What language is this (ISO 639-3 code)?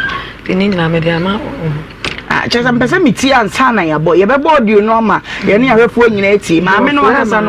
aka